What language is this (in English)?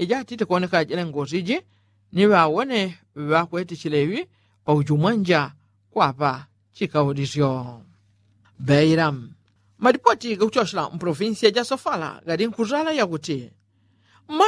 Yao